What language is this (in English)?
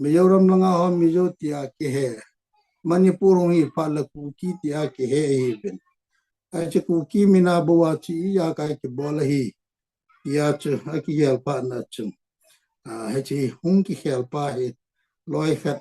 Thado Chin